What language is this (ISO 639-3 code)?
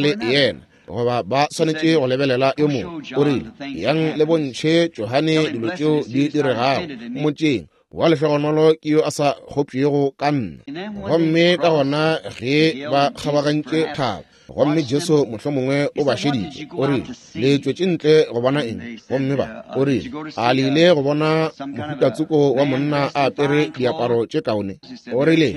nso